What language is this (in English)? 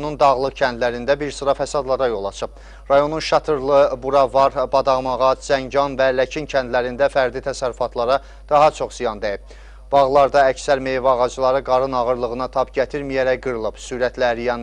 Azerbaijani